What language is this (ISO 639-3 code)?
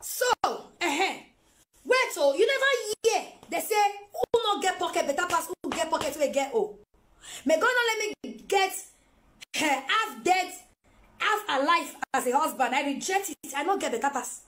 pcm